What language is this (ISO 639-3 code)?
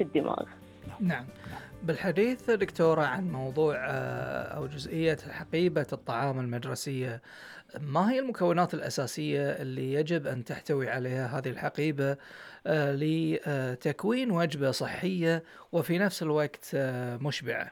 afb